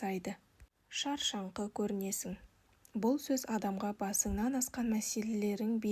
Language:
Kazakh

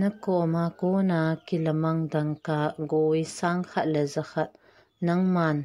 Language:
Thado Chin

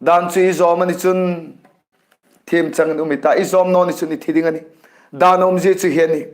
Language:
Hmar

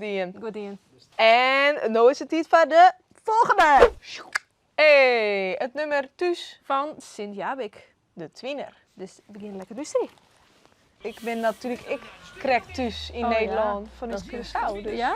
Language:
Western Frisian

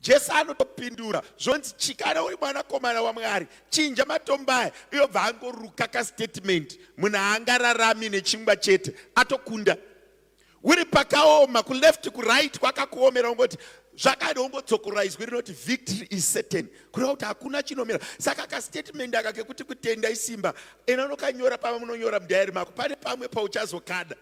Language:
Shona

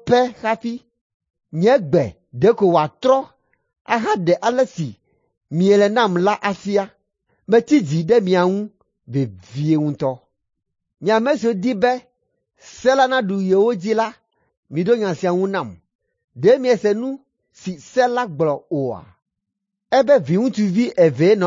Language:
Ewe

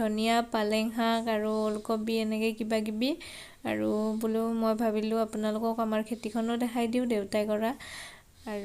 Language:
Assamese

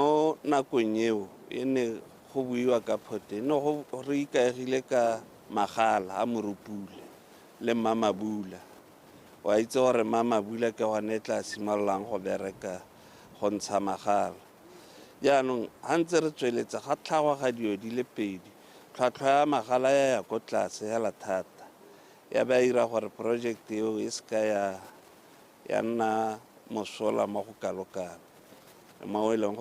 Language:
Tswana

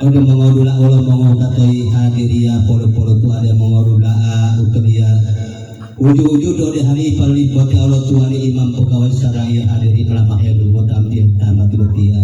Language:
Gorontalo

